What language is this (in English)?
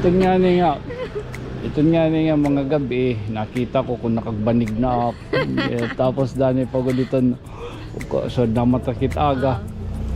Waray